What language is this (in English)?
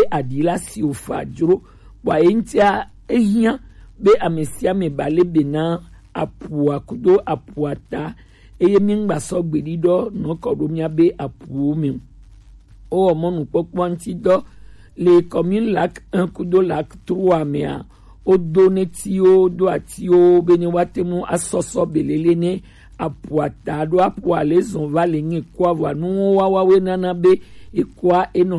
Gen